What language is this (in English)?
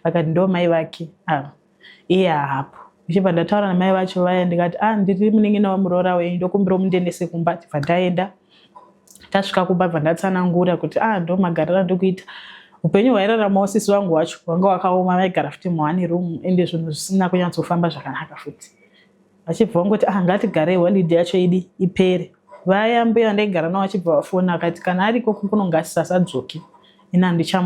Shona